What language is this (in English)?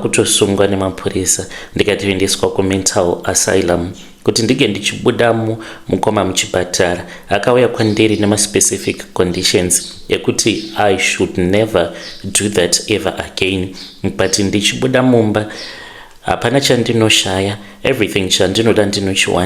Shona